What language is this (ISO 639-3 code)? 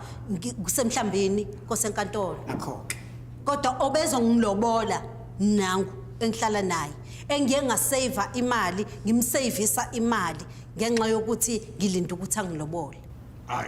zul